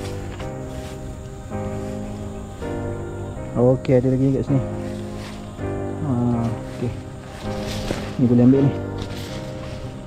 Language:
Malay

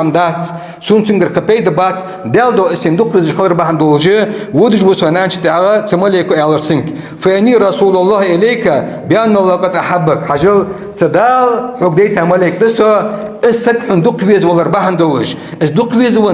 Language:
Ingush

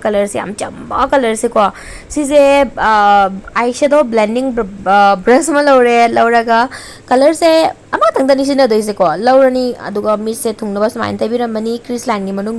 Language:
Manipuri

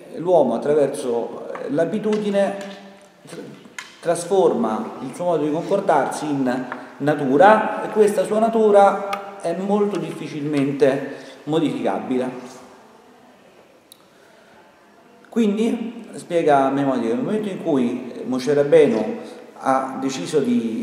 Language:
Italian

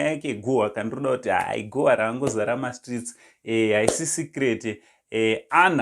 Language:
Shona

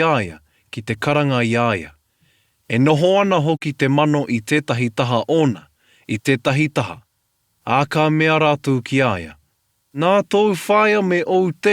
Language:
Māori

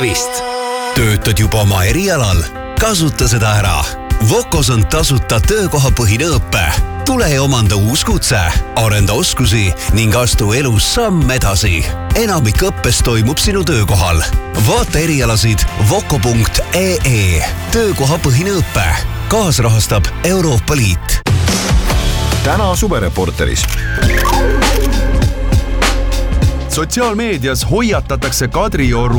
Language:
Estonian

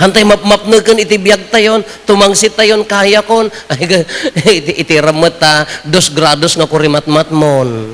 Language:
Iloko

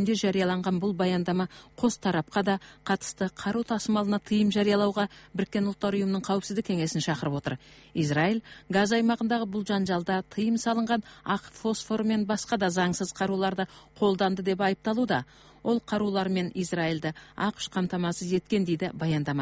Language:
Kyrgyz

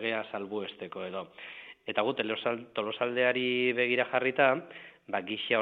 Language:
Basque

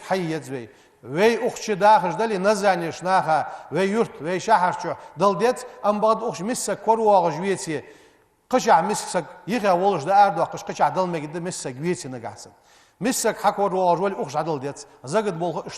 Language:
Ingush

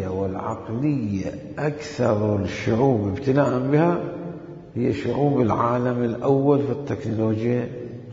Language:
Mesopotamian Arabic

